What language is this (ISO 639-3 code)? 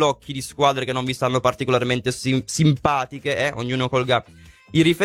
ita